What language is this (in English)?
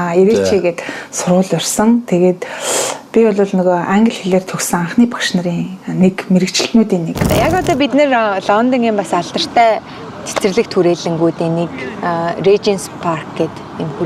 Mongolian